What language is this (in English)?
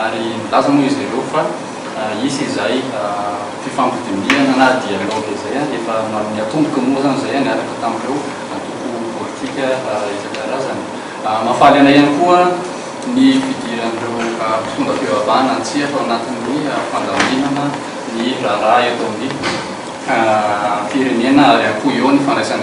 Malagasy